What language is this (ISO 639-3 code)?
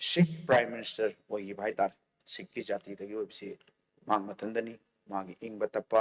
mni